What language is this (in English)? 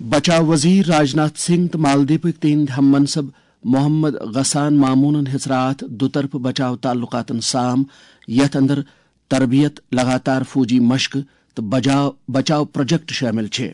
Kashmiri